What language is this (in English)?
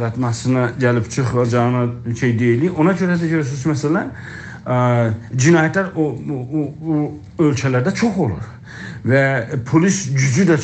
South Azerbaijani